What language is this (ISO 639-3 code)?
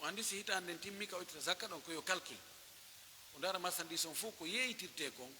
fuf